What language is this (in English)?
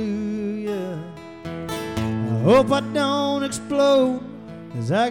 English